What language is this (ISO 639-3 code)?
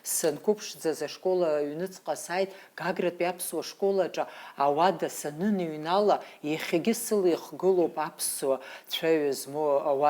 abk